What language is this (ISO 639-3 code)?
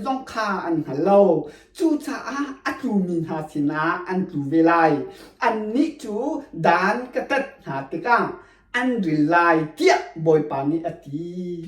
cnh